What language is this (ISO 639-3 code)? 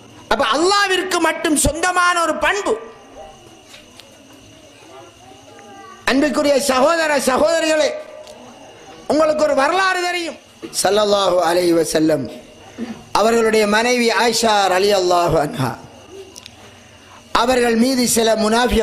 tam